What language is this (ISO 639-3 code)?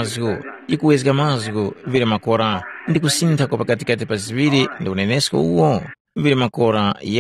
tum